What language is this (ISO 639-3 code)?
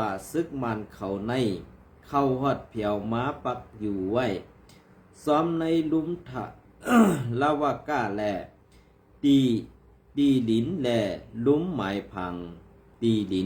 shn